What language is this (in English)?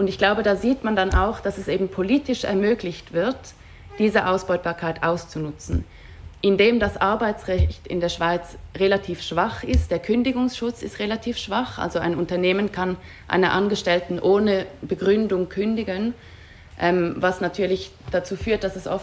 German